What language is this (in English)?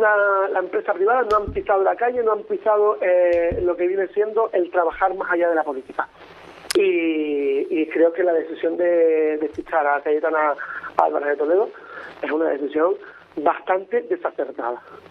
Spanish